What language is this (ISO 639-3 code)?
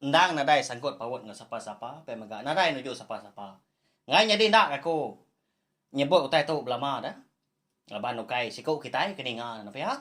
iba